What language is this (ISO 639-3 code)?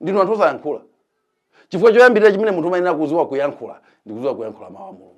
nya